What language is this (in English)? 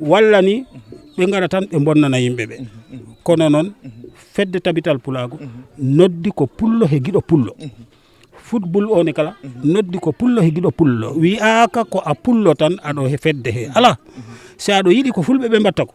Fula